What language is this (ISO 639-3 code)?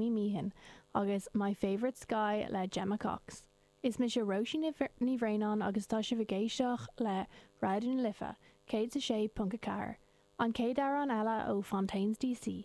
gle